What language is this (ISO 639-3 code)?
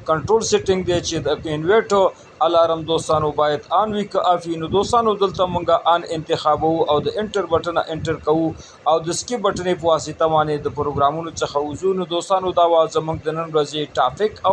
pus